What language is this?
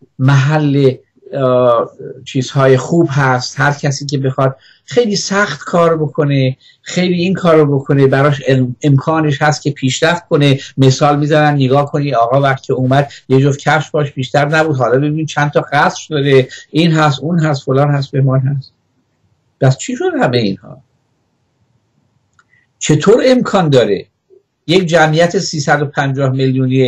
Persian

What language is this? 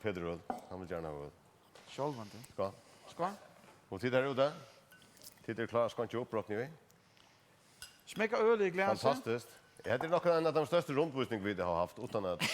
Faroese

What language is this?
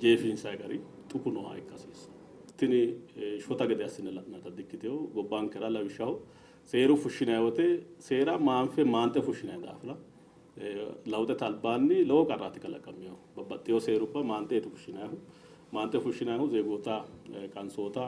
Sidamo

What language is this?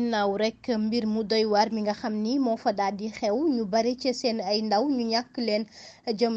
Wolof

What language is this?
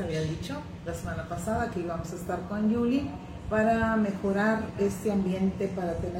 Spanish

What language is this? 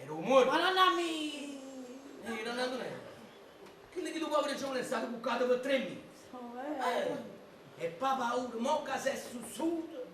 Neapolitan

